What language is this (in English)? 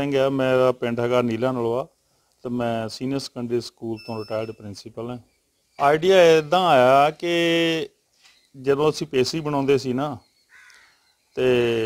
Punjabi